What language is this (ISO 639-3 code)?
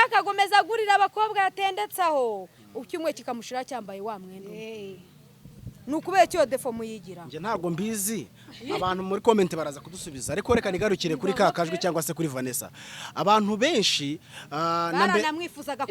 kin